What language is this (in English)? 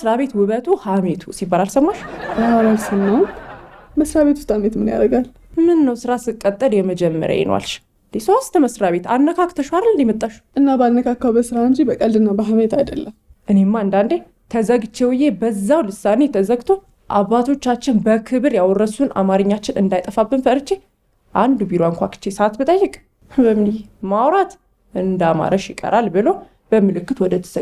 Amharic